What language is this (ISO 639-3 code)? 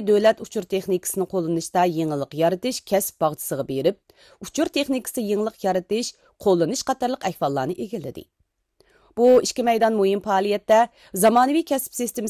uig